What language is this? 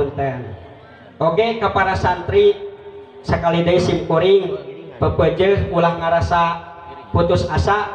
Sundanese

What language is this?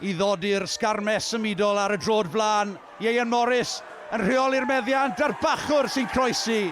Welsh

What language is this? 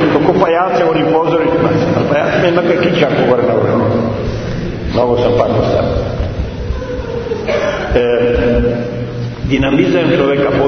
Serbian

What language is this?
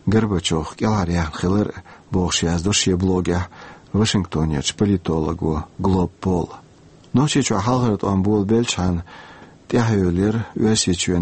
Chechen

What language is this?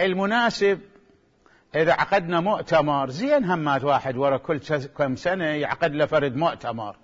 Mesopotamian Arabic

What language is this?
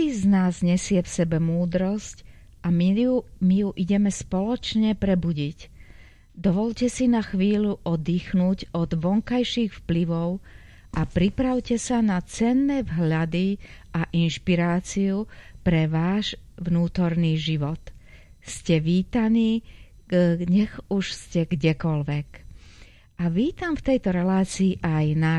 Slovak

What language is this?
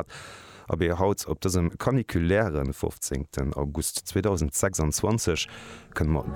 Luxembourgish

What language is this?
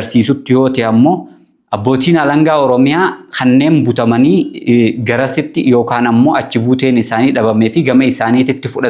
Oromo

